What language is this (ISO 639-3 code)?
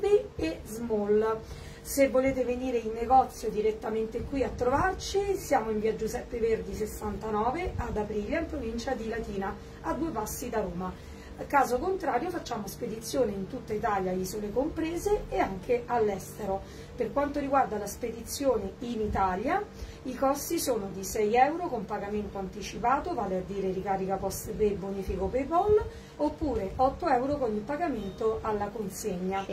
ita